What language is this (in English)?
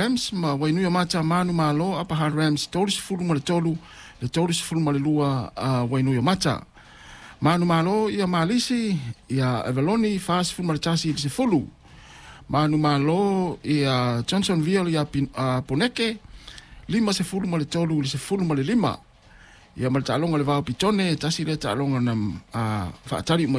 Samoan